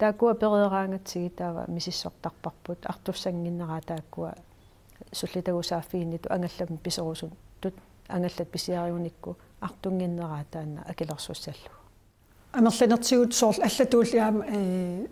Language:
Kalaallisut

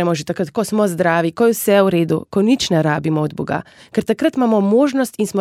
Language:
Slovenian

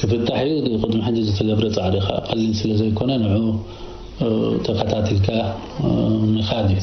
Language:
Tigrinya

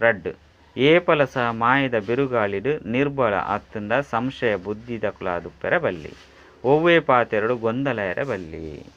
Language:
Tulu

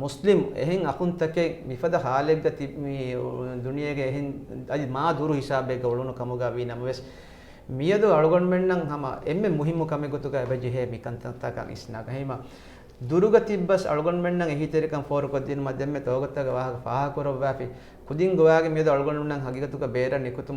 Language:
Divehi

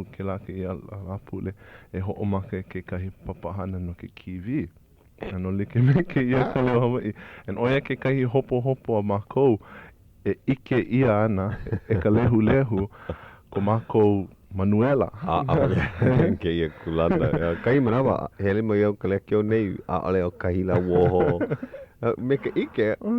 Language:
Hawaiian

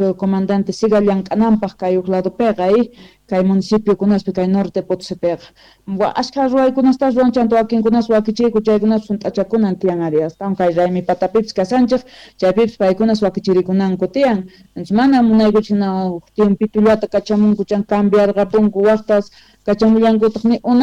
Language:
Quechua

